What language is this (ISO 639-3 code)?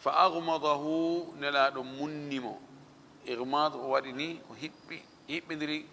ful